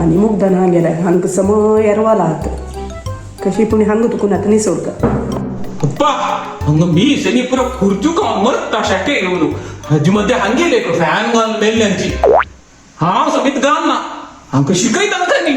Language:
Konkani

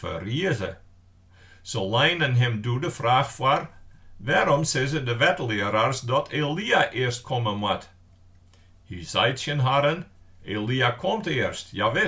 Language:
Western Frisian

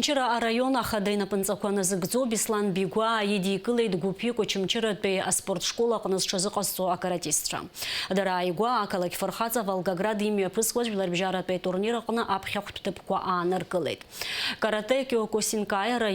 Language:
Abkhazian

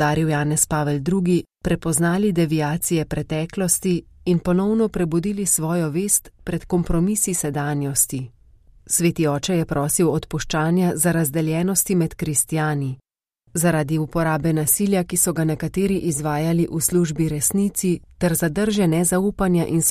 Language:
Slovenian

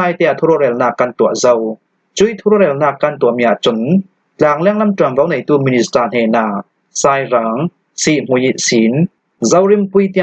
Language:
Hakha Chin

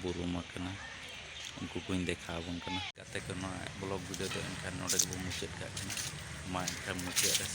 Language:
Santali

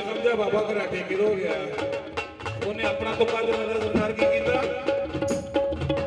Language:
Punjabi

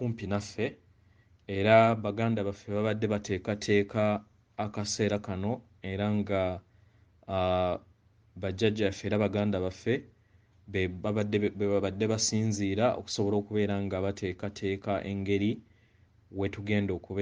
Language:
Ganda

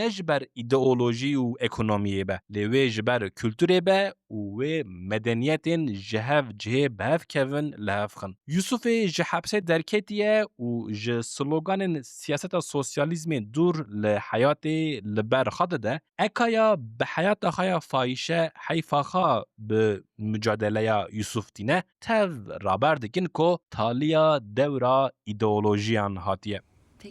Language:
Kurdish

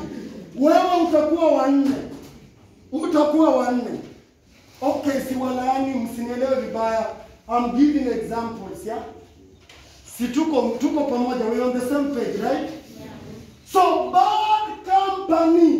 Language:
Swahili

